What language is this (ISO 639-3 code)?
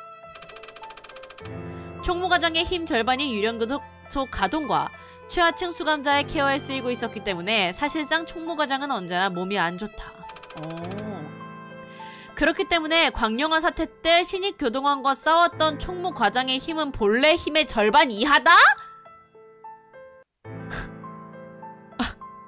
kor